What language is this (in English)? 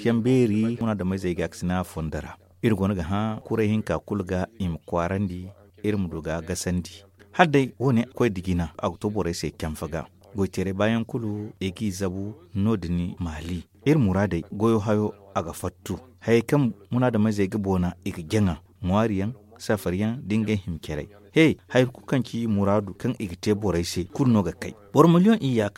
Zarma